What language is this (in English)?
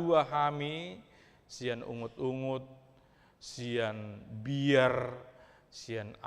Batak Toba